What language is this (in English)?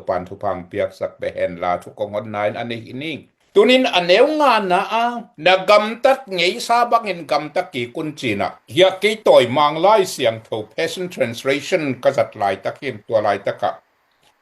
Tedim Chin